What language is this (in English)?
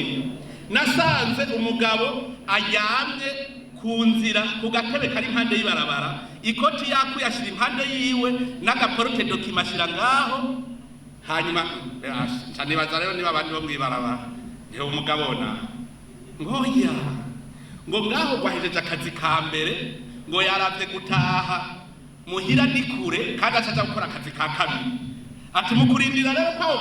Rundi